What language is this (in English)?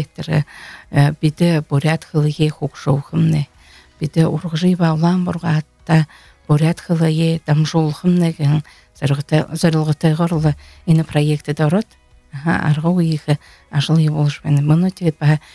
Buriat